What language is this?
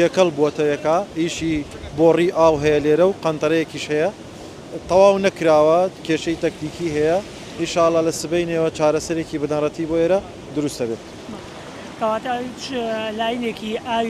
Central Kurdish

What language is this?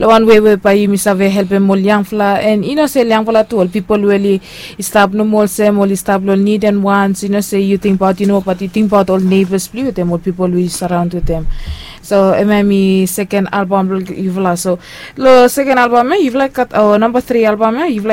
Bislama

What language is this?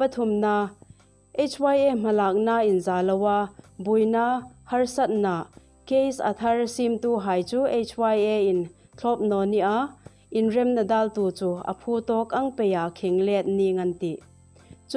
Hmar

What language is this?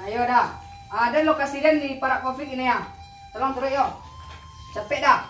Minangkabau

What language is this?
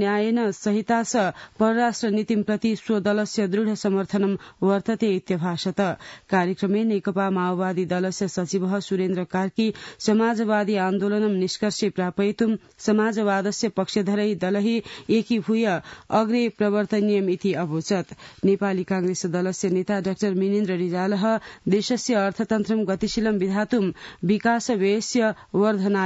Sanskrit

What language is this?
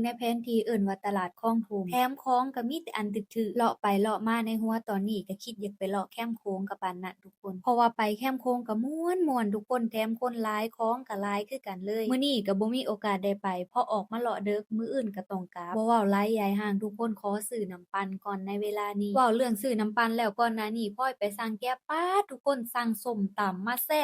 Lao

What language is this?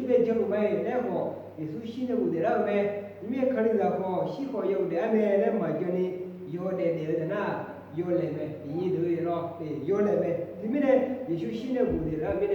Akha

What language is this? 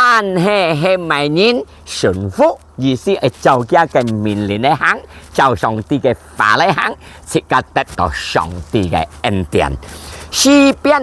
Hakka Chinese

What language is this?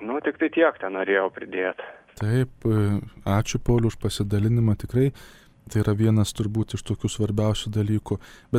Lithuanian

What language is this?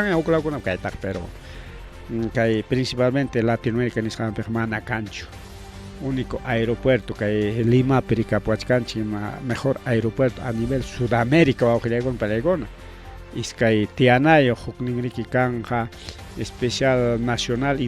Ayacucho Quechua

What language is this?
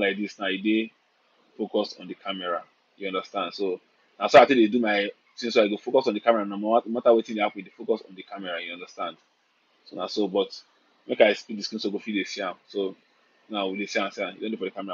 Nigerian Pidgin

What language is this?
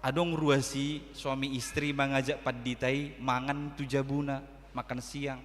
Batak Toba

